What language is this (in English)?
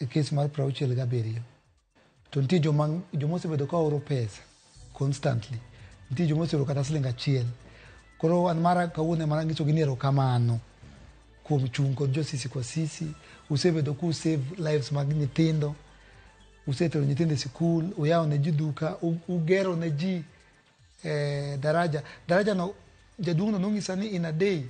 Luo (Kenya and Tanzania)